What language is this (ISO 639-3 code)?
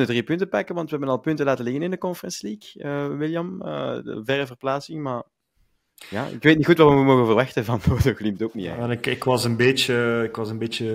nld